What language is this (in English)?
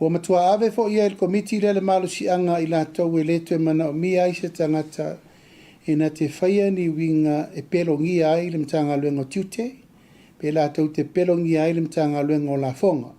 Samoan